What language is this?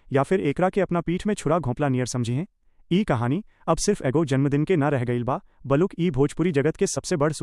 Bhojpuri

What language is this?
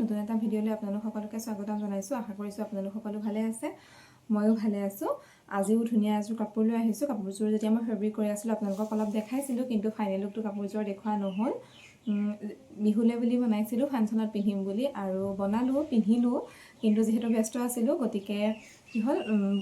Assamese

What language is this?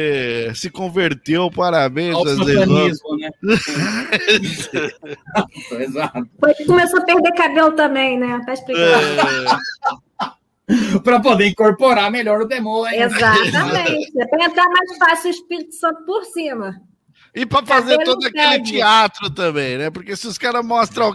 Portuguese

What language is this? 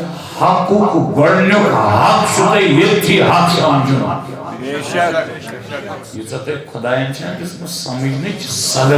Kashmiri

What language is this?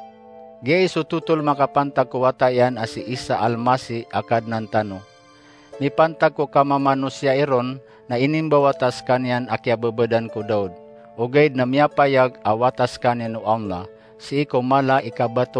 Maranao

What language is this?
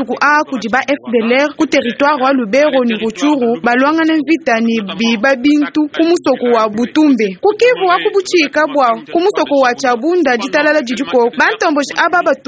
Luba-Lulua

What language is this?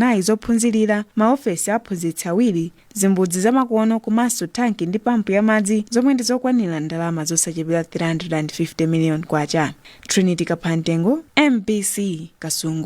Nyanja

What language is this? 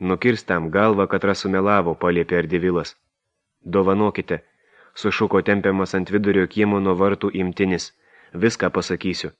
Lithuanian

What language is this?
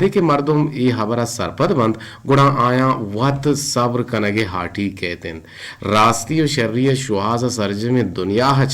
Eastern Balochi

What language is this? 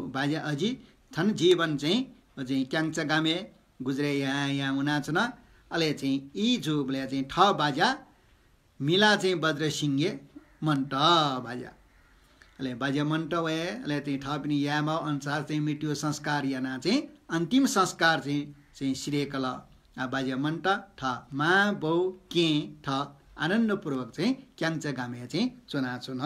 Newari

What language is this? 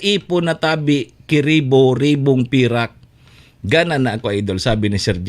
Bikol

